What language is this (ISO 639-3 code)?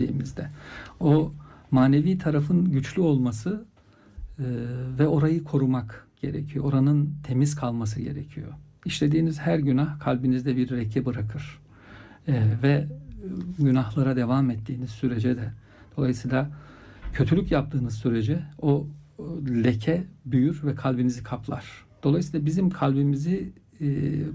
tur